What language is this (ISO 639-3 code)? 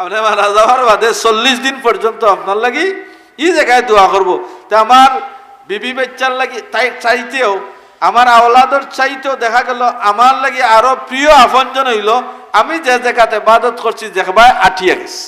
syl